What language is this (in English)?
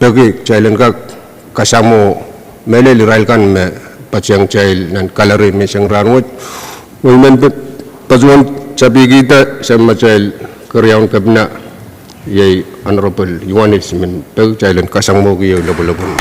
Pohnpeian